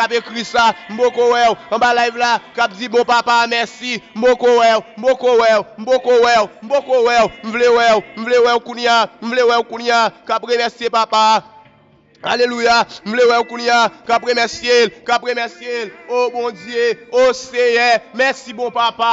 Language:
French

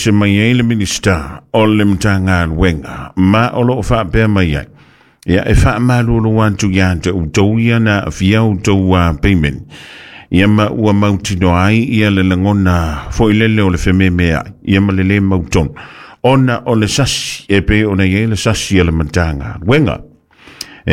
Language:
Samoan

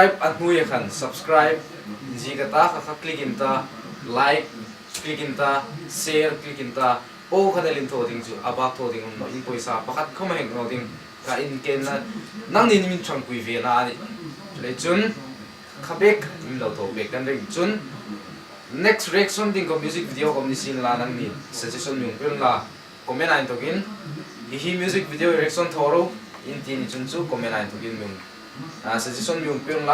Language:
Hmar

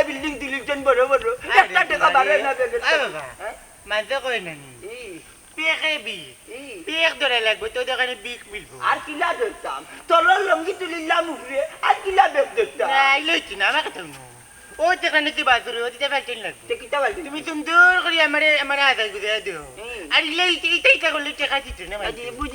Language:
Sylheti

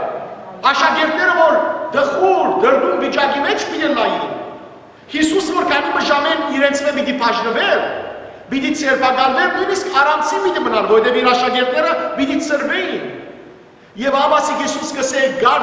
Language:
Western Armenian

